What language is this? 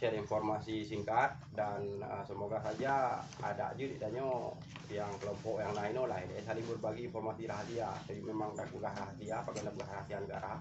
Achinese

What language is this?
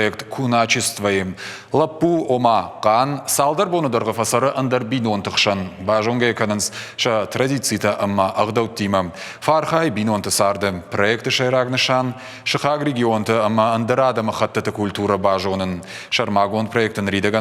Ossetic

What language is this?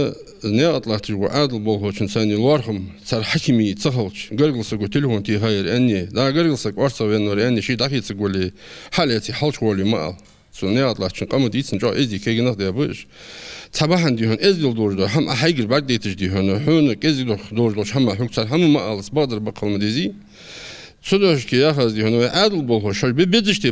Ingush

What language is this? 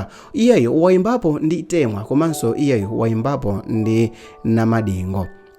Nyanja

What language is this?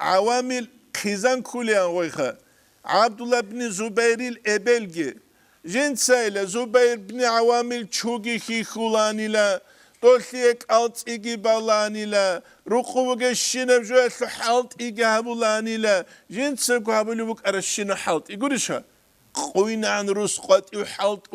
Avaric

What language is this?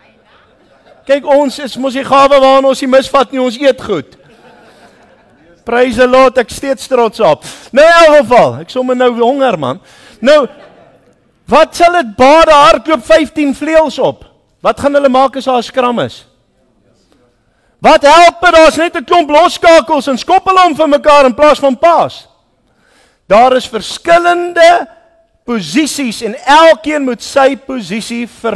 Afrikaans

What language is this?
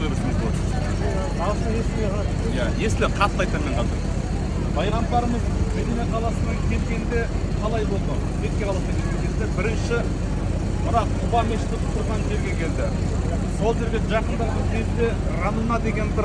Kazakh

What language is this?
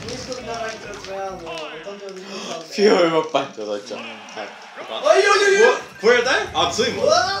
Faroese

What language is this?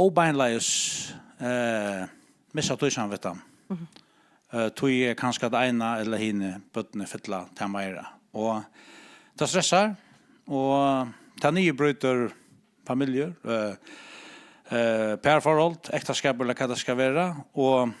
Faroese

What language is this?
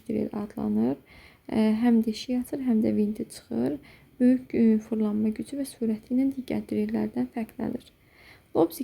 Azerbaijani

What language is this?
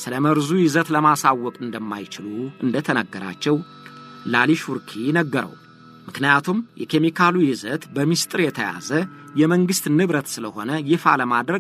Amharic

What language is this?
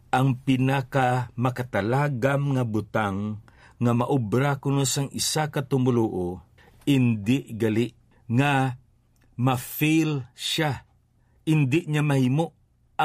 Hiligaynon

